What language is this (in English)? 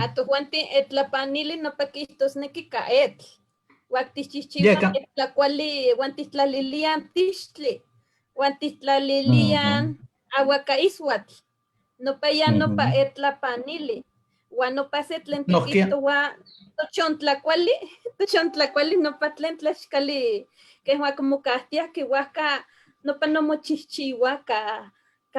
Eastern Huasteca Nahuatl